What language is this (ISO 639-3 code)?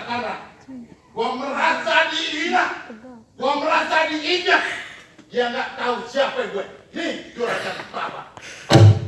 bew